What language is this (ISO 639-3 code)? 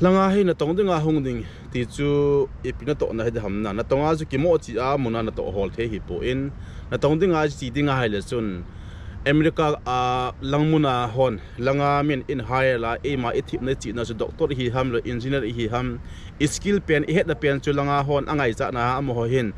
tcz